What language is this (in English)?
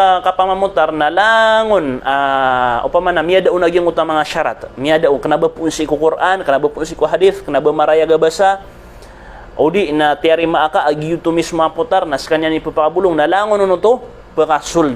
Maranao